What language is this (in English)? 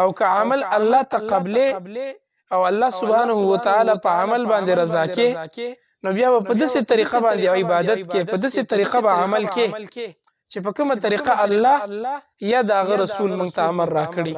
Pashto